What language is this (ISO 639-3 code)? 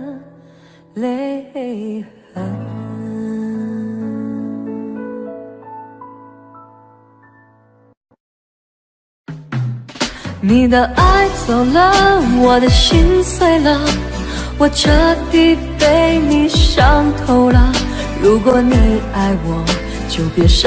zho